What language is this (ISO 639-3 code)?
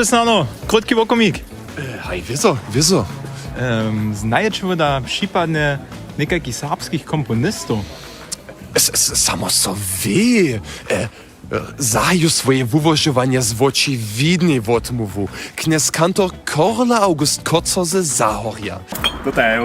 hsb